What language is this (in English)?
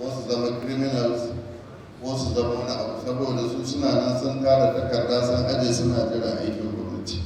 Hausa